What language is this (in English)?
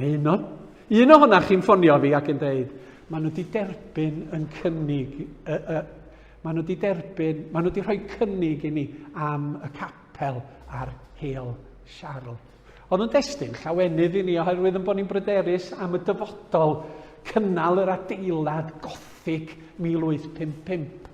Welsh